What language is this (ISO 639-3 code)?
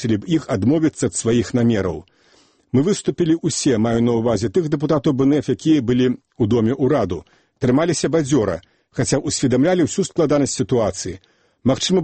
bel